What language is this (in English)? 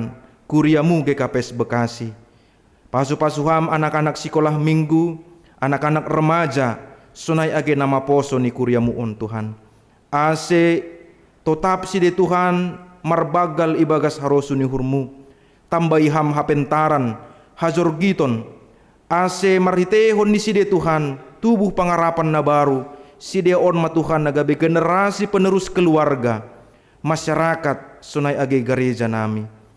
Batak Simalungun